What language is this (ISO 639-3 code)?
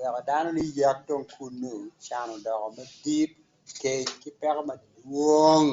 ach